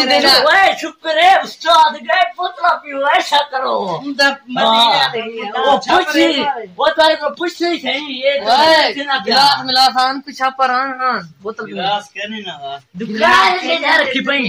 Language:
Saraiki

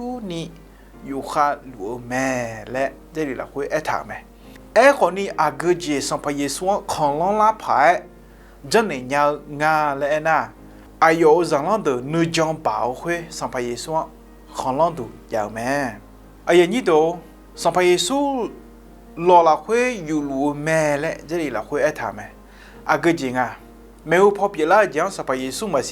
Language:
Akha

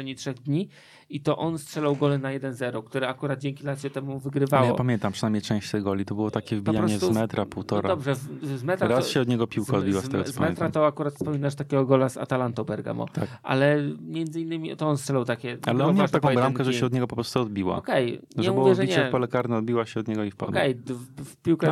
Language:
Polish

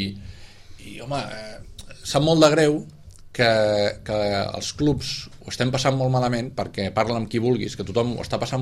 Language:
Catalan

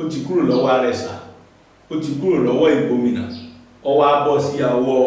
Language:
Yoruba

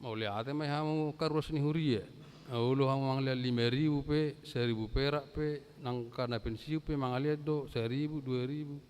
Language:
Batak Toba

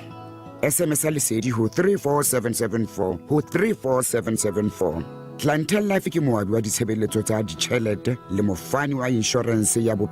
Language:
Southern Sotho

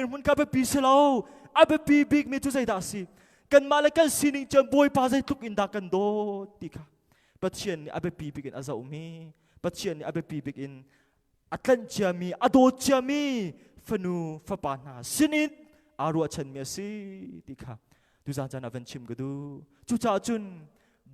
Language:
Hakha Chin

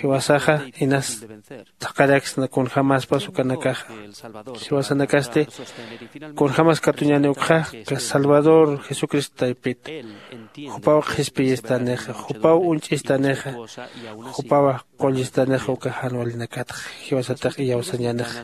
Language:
Aymara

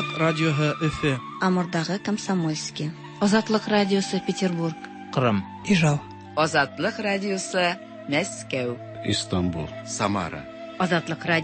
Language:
Tatar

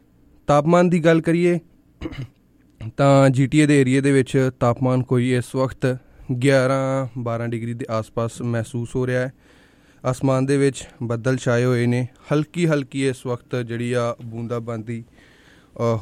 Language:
Punjabi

